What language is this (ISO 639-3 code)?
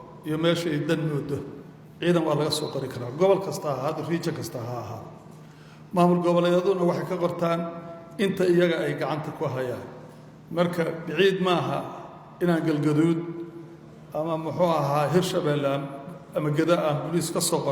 som